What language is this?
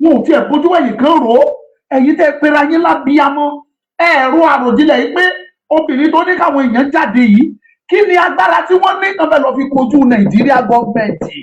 Yoruba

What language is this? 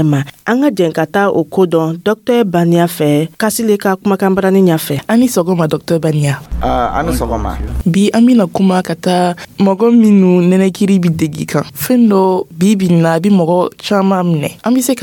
Dyula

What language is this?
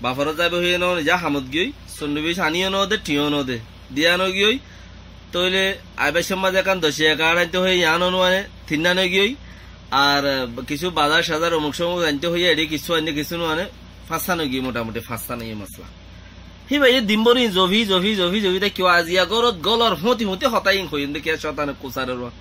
Rohingya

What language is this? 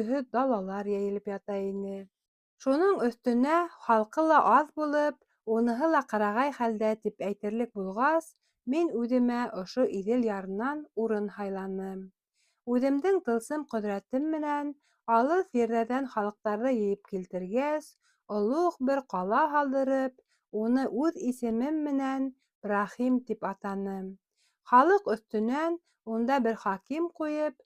Bashkir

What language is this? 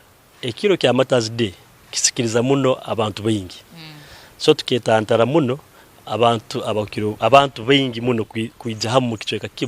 Nyankole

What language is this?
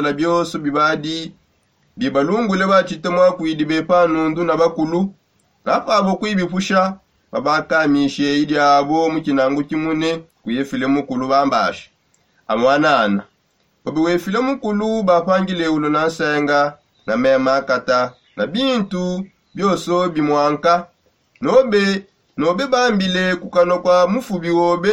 Songe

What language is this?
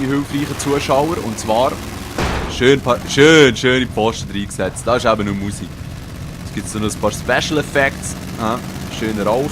Swiss German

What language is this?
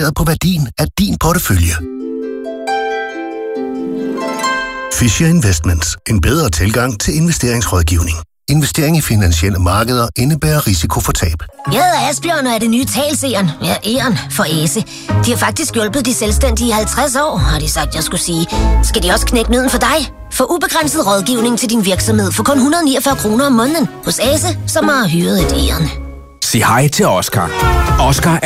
Danish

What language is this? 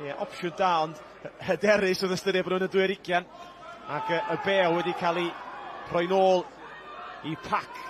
Welsh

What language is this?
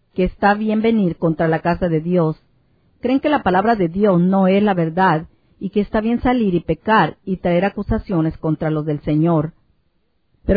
Spanish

